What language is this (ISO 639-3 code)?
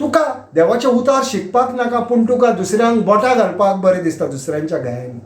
kok